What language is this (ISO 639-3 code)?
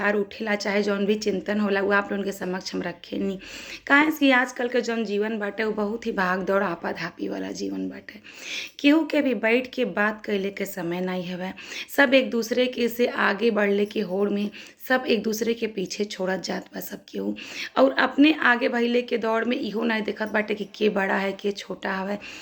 bho